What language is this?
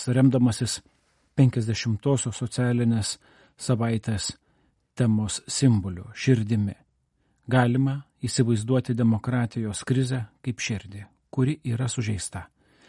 Lithuanian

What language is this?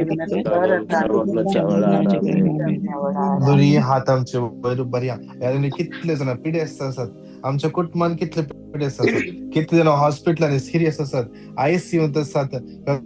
Konkani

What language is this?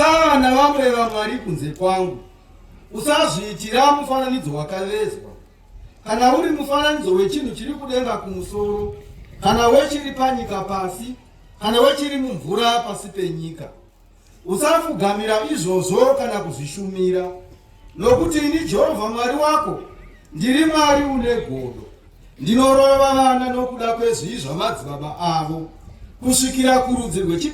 Shona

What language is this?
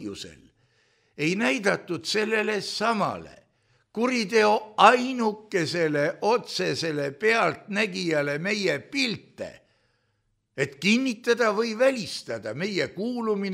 Estonian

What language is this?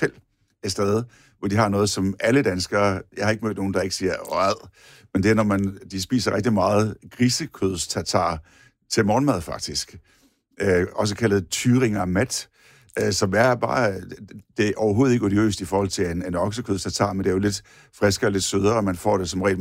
Danish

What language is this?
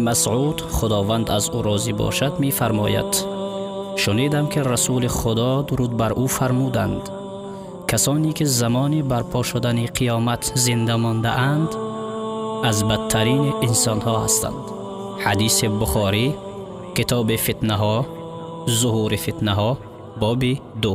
Tajik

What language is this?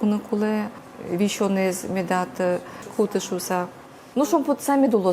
Udmurt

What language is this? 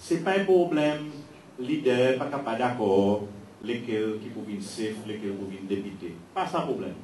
Seselwa Creole French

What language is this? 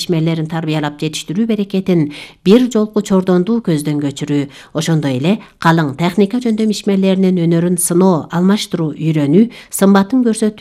Kyrgyz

